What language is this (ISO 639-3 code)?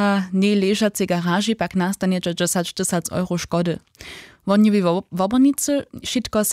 hsb